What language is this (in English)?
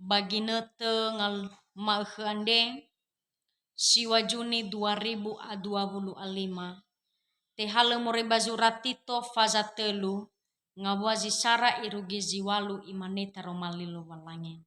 Nias